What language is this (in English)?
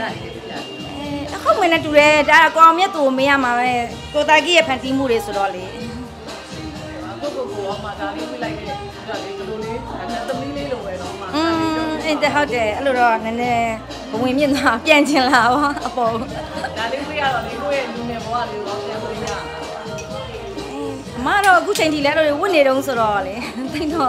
Burmese